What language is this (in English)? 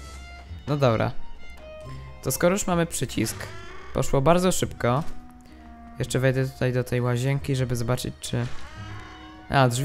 Polish